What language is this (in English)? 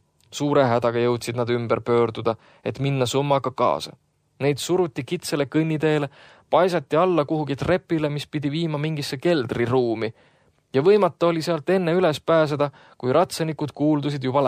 Estonian